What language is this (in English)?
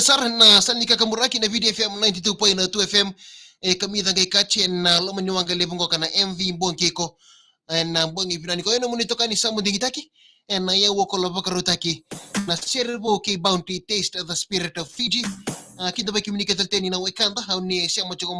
Fijian